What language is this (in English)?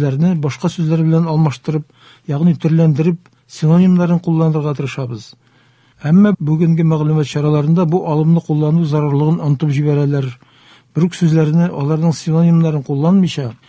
Tatar